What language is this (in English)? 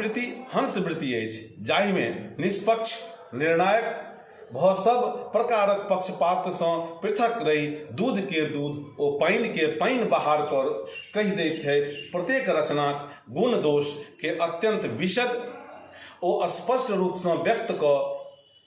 Maithili